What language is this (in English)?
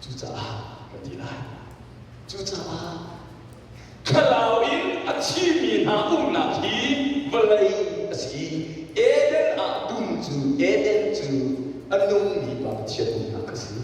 Hakha Chin